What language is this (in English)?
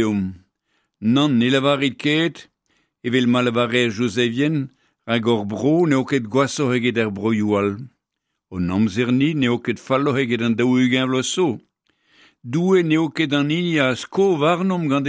Breton